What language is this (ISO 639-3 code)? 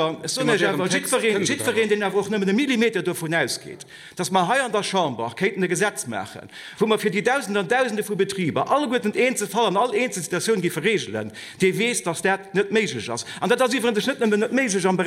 ltz